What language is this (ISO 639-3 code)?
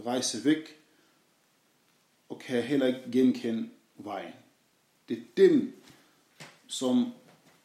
dan